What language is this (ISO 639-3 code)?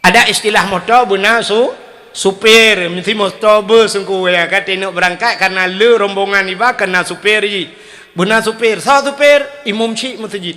ace